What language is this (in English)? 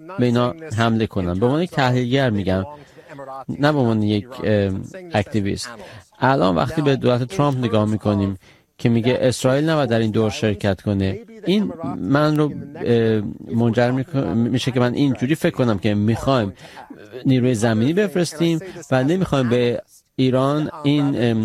Persian